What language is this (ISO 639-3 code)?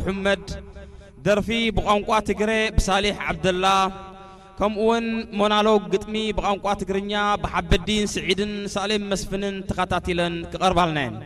tir